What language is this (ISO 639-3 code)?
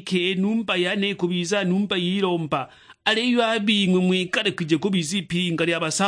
suk